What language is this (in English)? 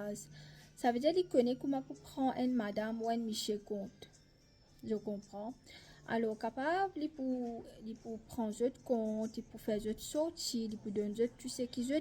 Morisyen